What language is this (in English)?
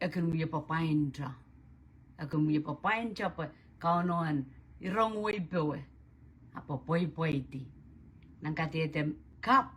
Pohnpeian